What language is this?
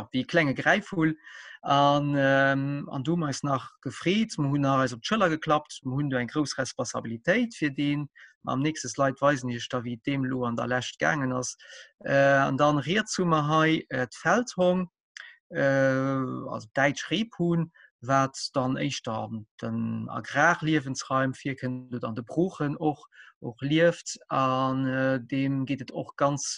Luxembourgish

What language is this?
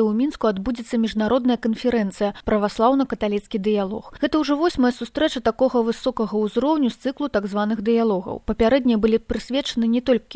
Belarusian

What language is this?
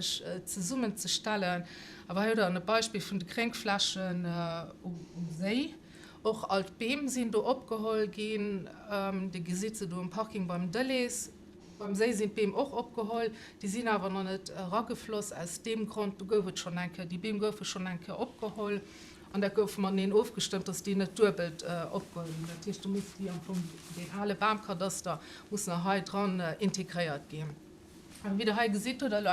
Luxembourgish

